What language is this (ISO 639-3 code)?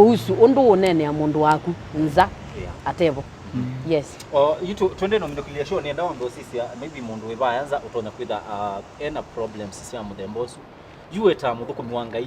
kam